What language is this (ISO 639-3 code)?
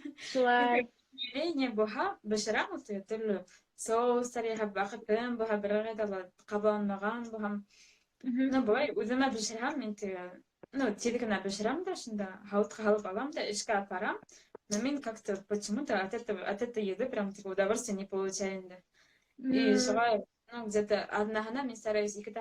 bak